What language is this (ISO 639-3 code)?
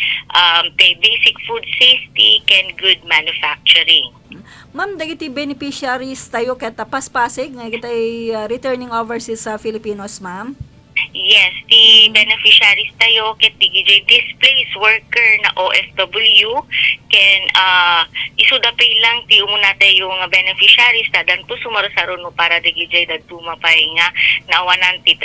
ilo